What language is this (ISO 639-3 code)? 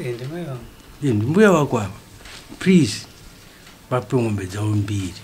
sna